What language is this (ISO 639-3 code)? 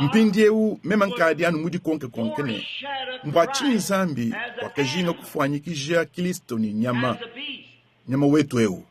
lua